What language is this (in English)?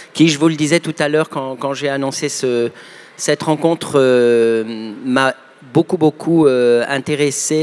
French